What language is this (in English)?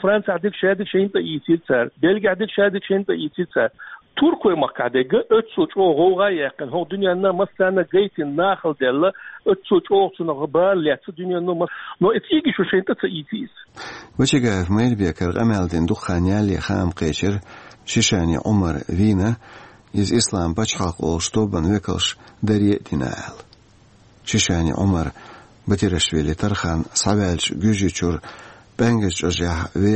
Chechen